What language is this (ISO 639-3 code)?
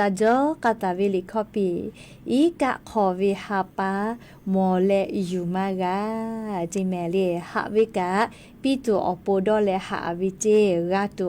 lhu